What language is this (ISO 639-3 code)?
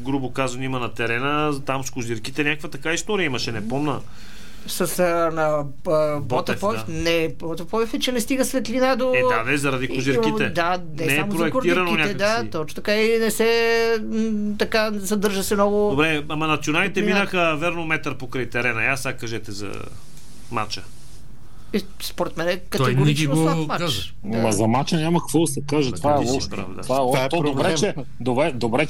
bul